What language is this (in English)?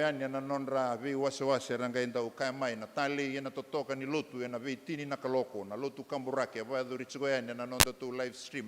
Fijian